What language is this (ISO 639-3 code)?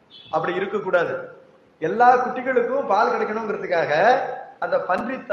tam